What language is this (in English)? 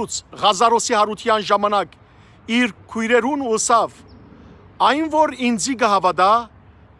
Western Armenian